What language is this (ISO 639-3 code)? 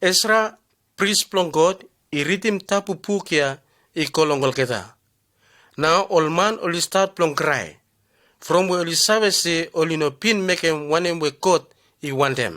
bis